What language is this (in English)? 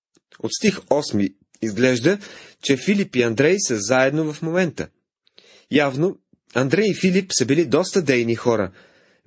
Bulgarian